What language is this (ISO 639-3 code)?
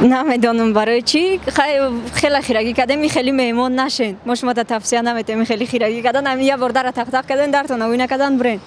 tgk